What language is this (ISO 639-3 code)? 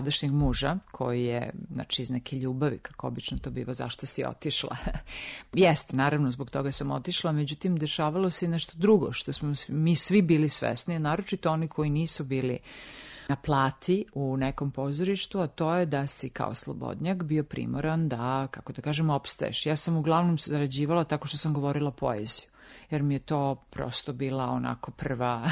srp